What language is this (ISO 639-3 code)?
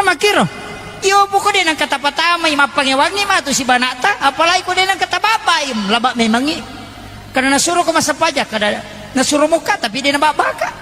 bug